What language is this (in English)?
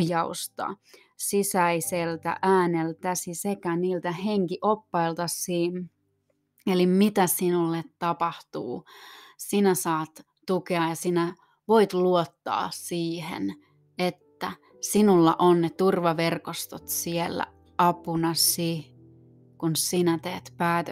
Finnish